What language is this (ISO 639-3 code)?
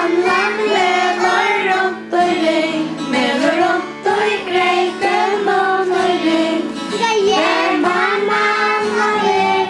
fao